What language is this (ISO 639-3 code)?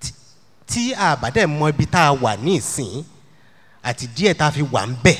yor